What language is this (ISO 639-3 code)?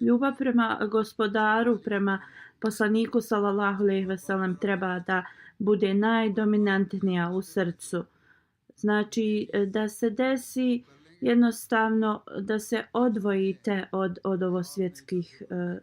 bos